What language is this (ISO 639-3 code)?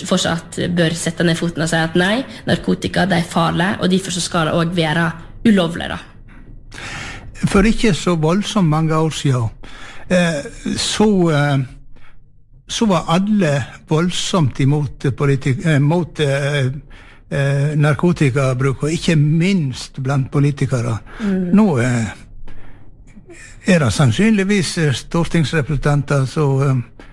nor